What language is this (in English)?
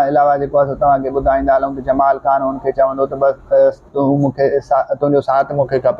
Sindhi